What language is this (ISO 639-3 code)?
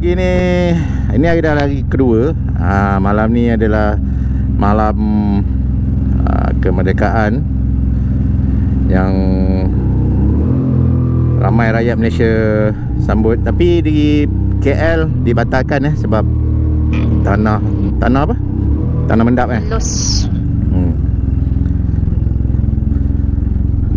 msa